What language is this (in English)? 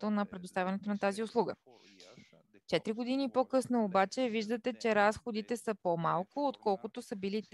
Bulgarian